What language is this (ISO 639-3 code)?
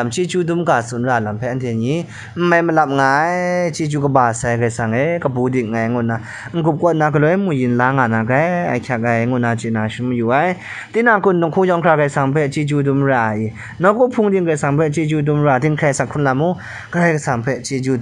kac